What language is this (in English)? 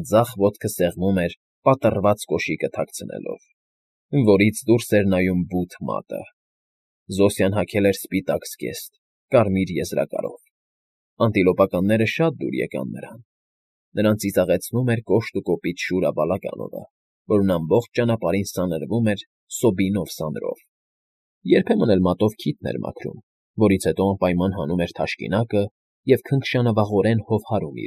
Armenian